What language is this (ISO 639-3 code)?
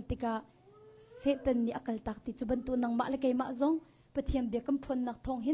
cnh